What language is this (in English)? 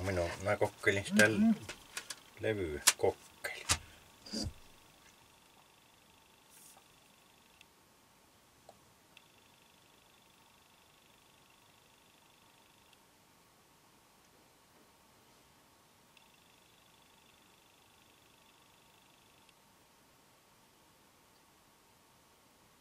Finnish